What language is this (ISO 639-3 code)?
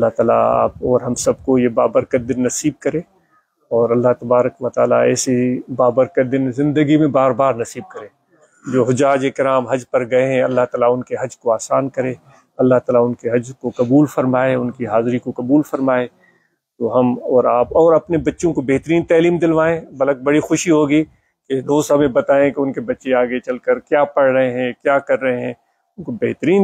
urd